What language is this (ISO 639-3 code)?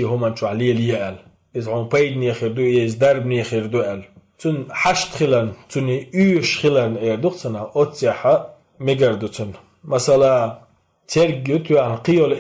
che